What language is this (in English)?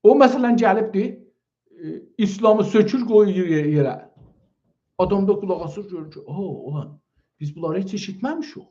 South Azerbaijani